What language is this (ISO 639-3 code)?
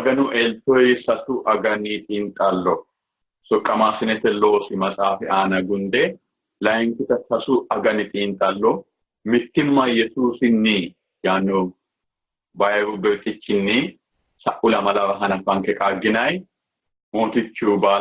sid